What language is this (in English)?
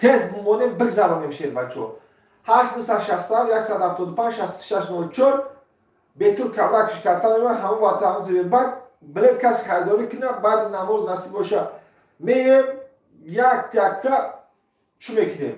Tajik